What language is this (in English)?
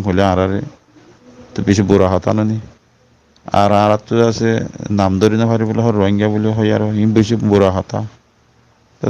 Rohingya